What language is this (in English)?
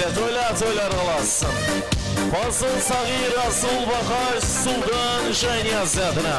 Kara-Kalpak